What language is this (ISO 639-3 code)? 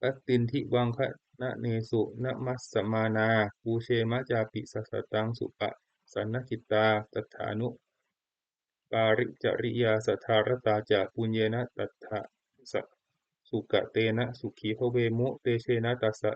pli